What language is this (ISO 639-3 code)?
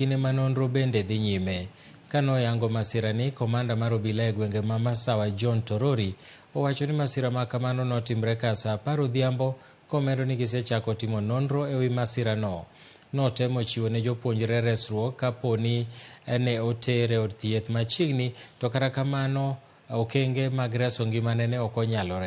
luo